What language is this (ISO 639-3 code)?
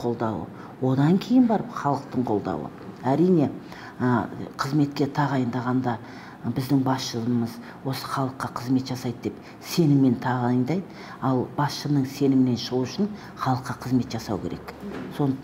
kaz